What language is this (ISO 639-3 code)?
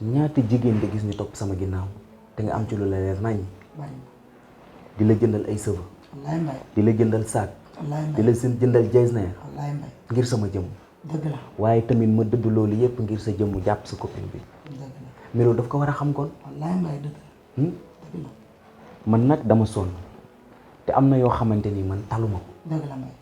wol